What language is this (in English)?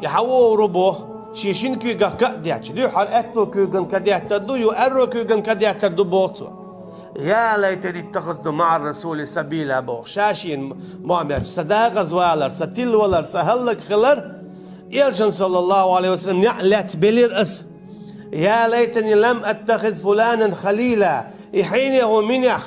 Chechen